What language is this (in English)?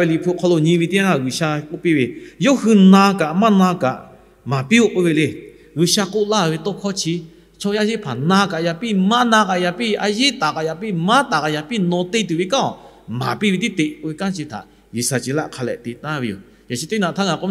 Lahu